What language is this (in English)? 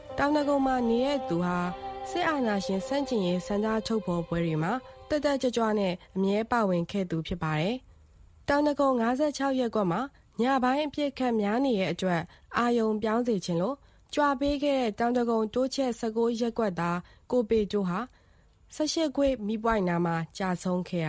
Burmese